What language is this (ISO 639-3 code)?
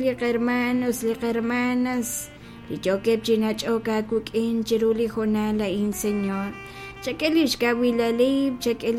kek